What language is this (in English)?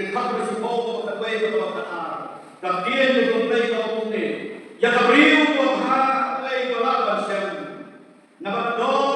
Khasi